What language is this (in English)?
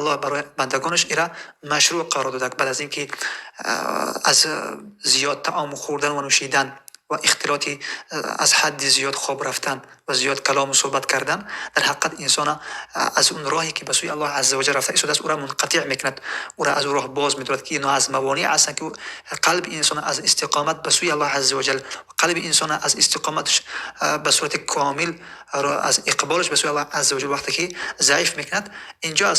Tajik